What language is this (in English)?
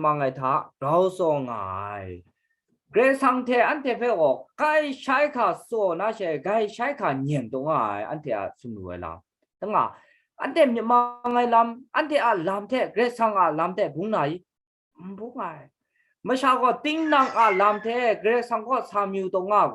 Kachin